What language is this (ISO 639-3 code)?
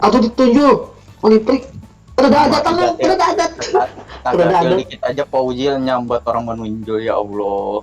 bjn